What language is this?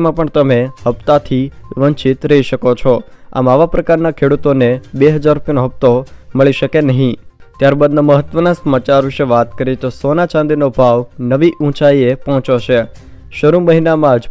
Gujarati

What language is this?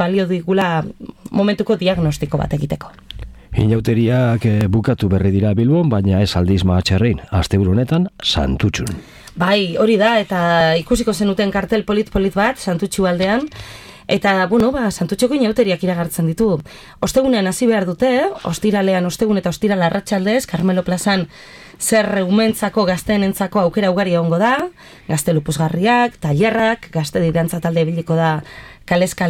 Basque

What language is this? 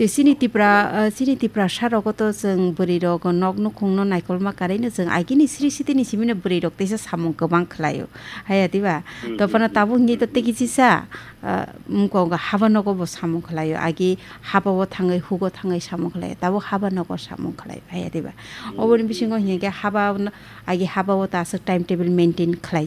Kok Borok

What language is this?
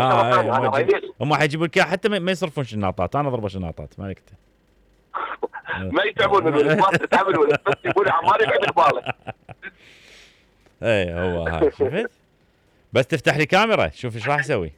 Mesopotamian Arabic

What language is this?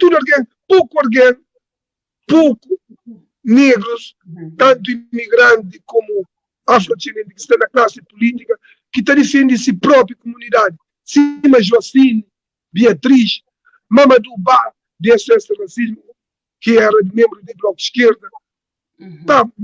Kabuverdianu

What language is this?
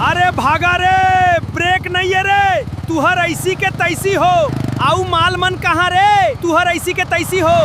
Chhattisgarhi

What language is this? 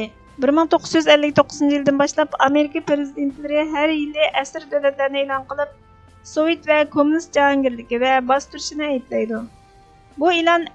Uyghur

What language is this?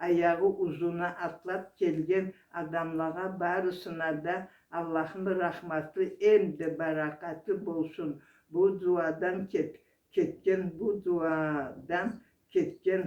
Karachay-Balkar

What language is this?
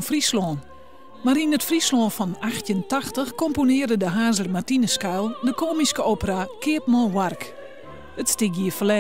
Western Frisian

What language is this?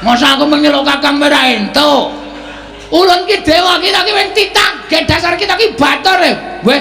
Javanese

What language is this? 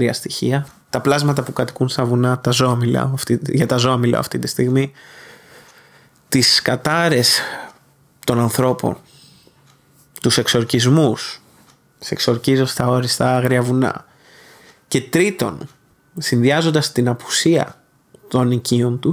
Greek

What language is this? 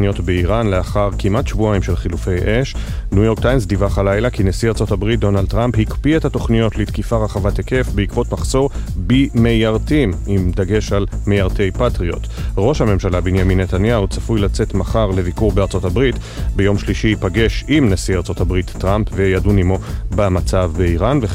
Hebrew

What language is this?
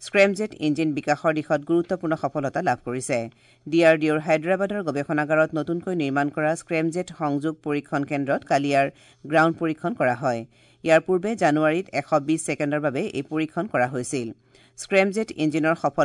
Assamese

